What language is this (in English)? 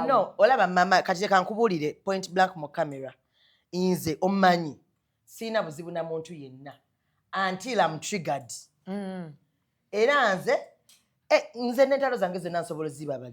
Ganda